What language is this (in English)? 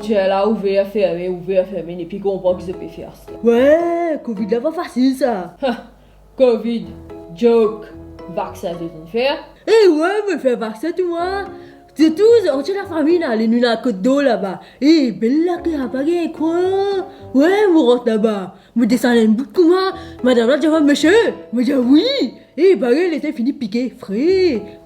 Morisyen